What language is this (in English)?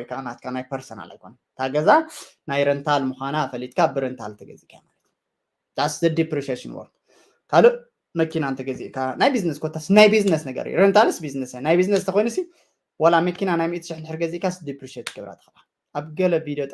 Tigrinya